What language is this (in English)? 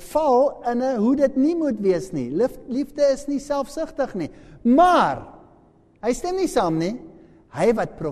Afrikaans